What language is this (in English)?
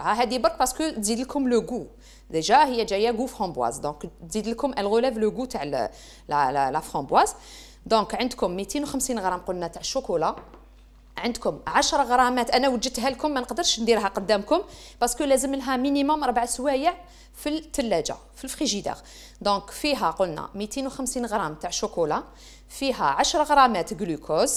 Algerian Arabic